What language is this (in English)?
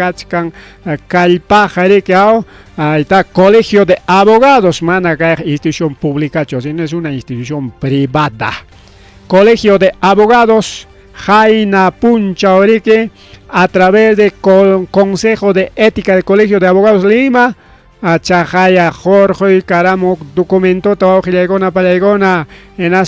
Ayacucho Quechua